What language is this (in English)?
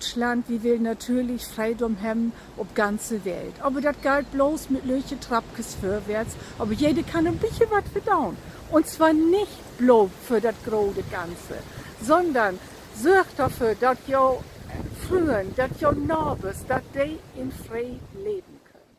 Low German